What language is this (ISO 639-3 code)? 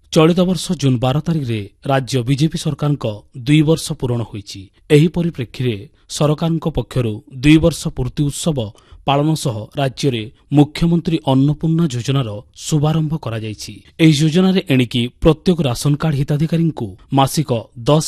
ori